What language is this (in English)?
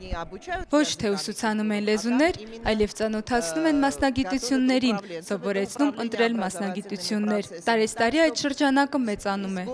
Armenian